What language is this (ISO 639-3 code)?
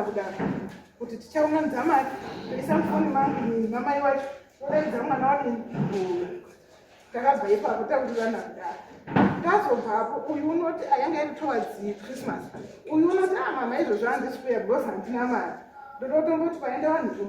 sna